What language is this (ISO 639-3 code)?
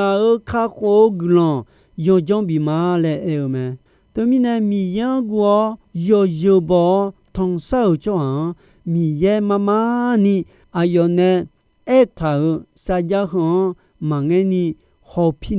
ahk